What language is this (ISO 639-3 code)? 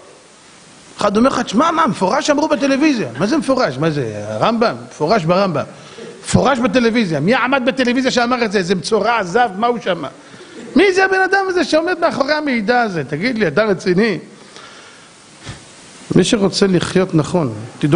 heb